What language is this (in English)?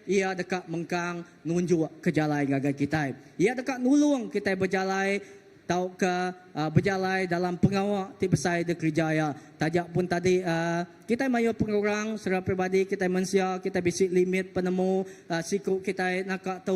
Iban